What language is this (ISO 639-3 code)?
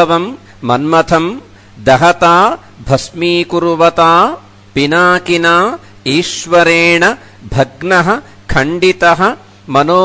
san